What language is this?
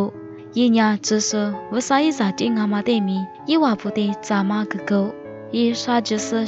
Lisu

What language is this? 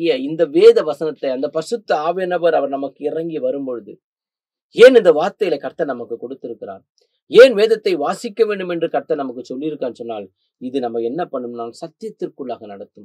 Tamil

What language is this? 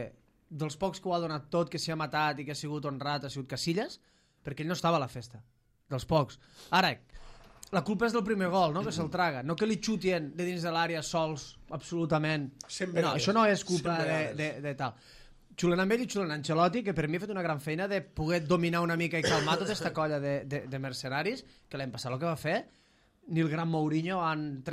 Catalan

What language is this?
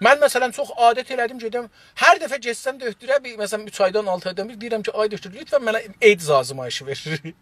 South Azerbaijani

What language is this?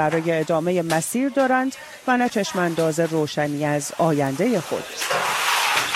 Persian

